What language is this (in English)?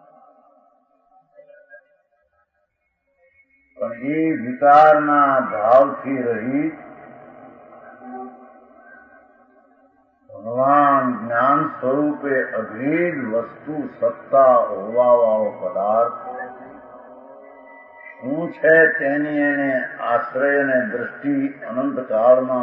Gujarati